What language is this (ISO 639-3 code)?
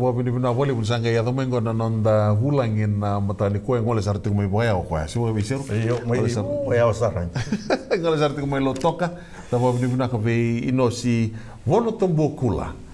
fij